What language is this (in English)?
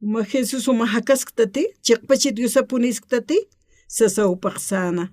Aymara